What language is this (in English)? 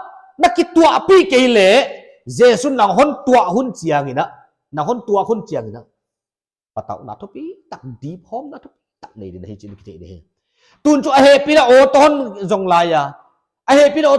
Paite Chin